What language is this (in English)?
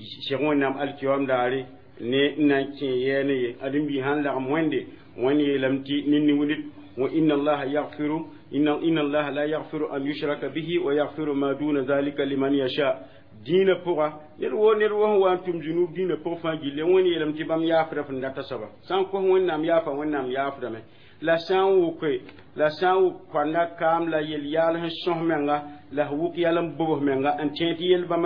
Mossi